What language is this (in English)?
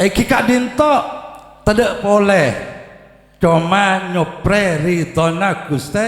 Madurese